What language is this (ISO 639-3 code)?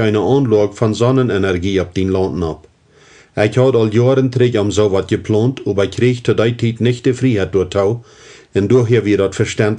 pdt